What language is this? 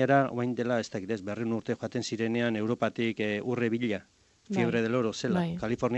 Basque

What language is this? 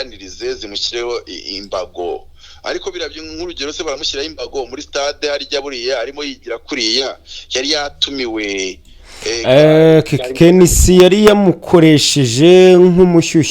Kinyarwanda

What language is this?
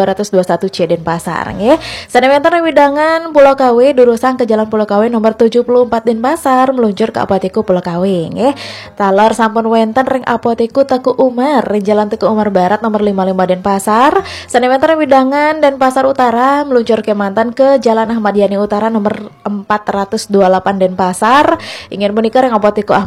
Balinese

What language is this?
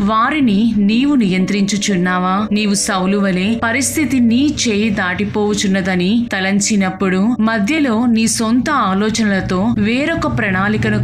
Telugu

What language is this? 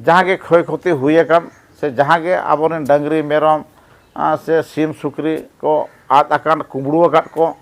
Santali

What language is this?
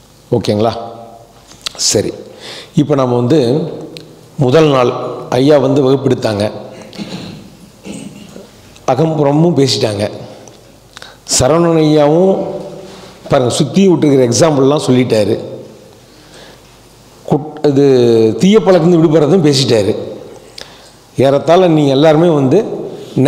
Tamil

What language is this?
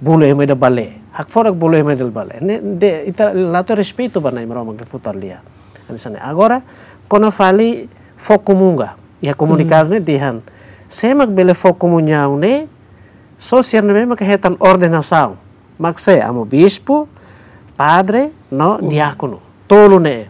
Tetum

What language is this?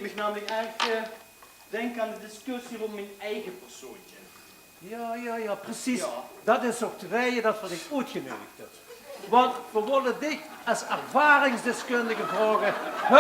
Limburgish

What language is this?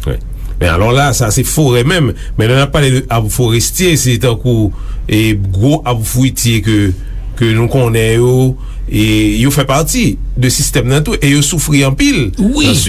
Haitian Creole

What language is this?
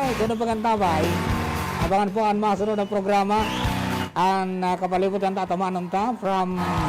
Bikol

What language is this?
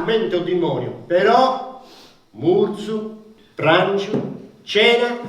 Sardinian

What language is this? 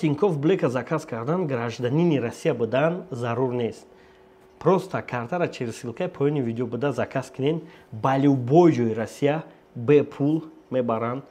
Tajik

